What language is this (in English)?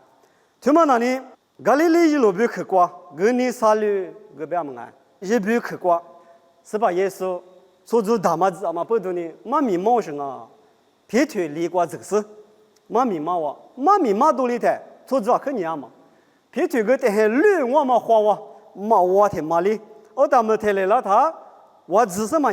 Lisu